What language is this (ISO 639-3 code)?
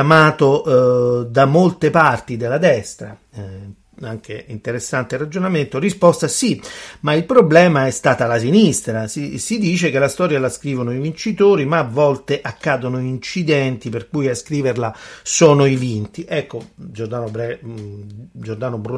ita